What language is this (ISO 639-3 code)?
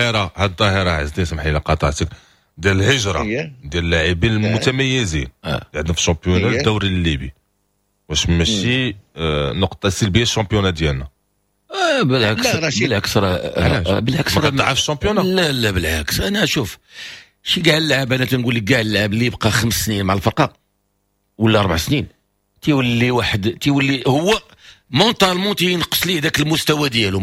ary